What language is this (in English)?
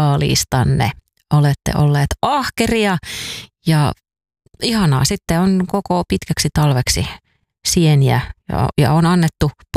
Finnish